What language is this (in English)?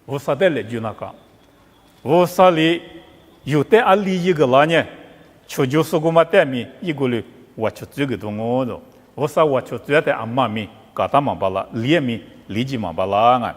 Lisu